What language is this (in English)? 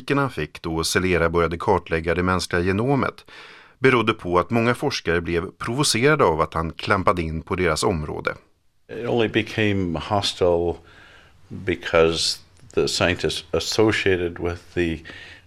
Swedish